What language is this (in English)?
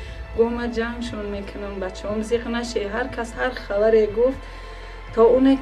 Tajik